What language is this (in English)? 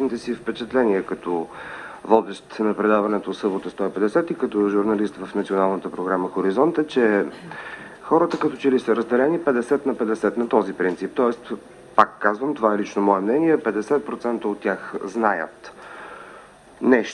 Bulgarian